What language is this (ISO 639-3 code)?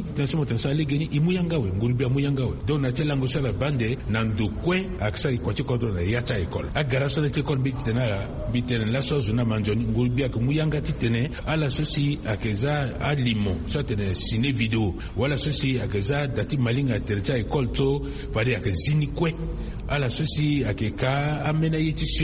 sag